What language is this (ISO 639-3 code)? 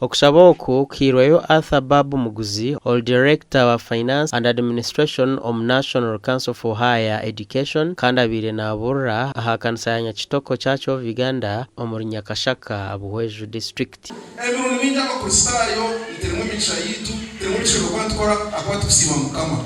nyn